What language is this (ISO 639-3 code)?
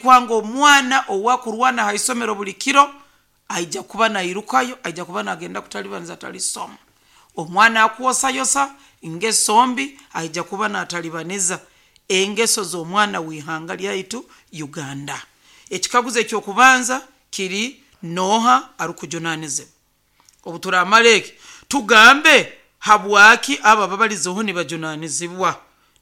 nyn